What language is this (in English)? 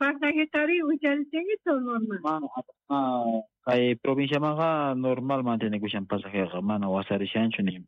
South Bolivian Quechua